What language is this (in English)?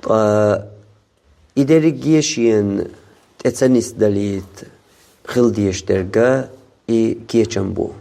Chechen